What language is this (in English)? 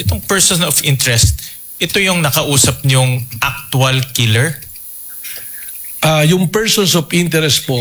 Filipino